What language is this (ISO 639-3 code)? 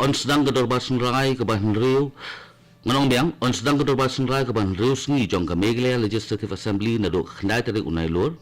kha